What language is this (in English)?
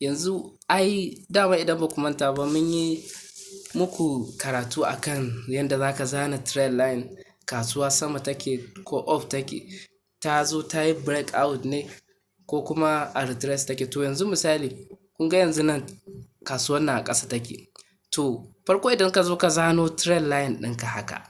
Hausa